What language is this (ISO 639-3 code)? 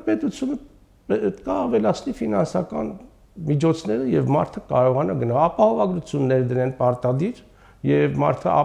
hye